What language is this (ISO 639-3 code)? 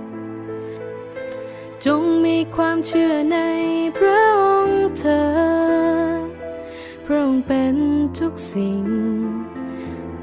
tha